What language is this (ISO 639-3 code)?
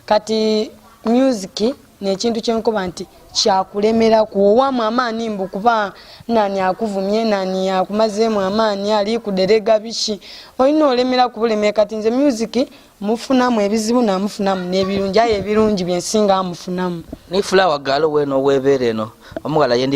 xog